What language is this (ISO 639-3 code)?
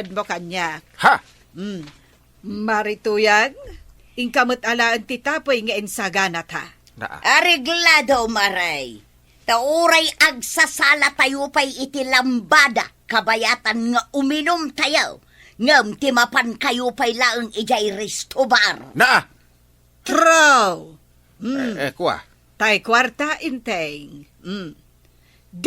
ilo